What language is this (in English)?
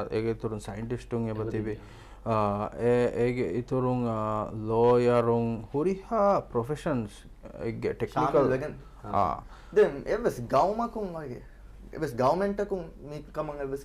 Divehi